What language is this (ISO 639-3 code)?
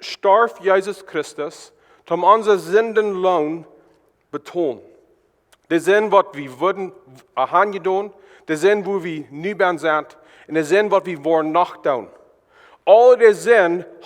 pdt